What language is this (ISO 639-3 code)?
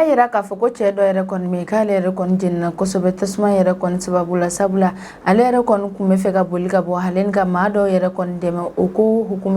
bam